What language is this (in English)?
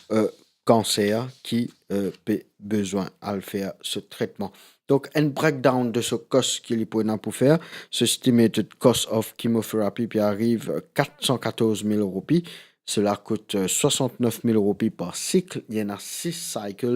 Morisyen